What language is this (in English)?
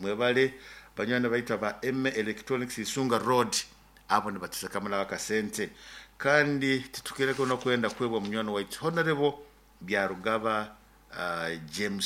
Nyoro